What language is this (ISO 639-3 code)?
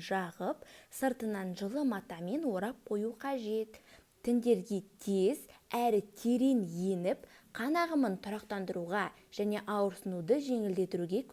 kaz